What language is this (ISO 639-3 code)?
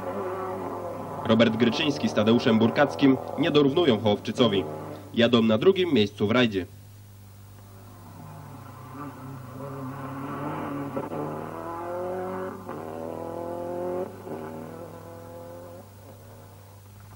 pol